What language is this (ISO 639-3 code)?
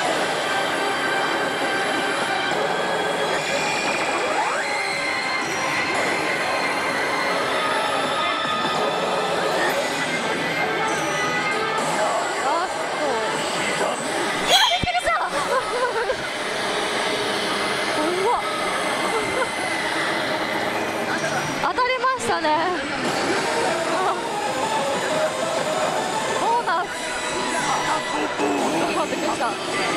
jpn